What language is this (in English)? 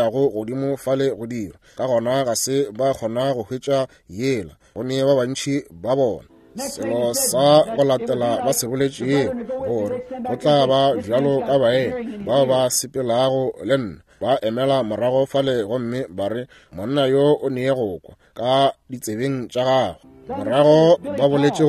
Northern Sotho